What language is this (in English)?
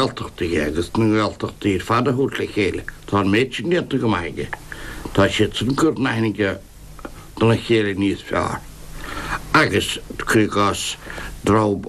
Irish